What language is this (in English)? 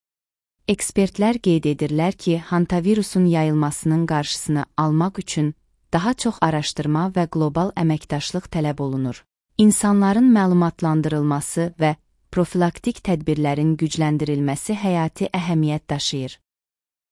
Azerbaijani